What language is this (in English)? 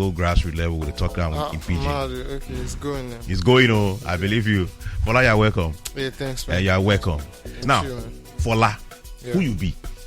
Nigerian Pidgin